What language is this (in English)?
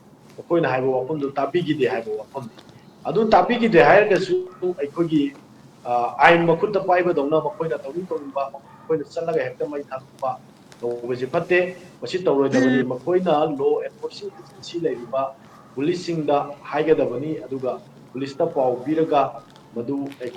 Manipuri